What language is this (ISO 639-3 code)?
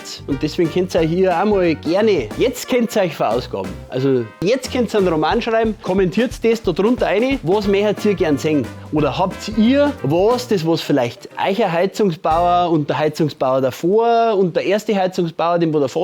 bar